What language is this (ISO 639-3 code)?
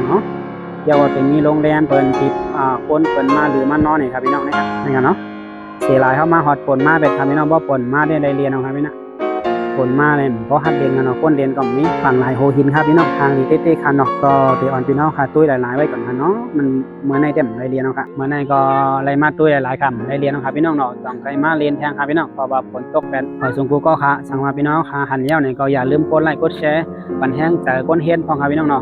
shn